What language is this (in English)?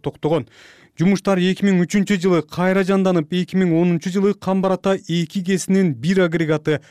Kyrgyz